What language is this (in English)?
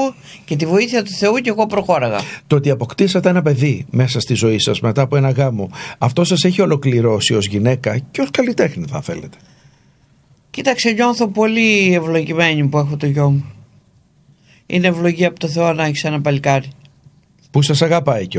Greek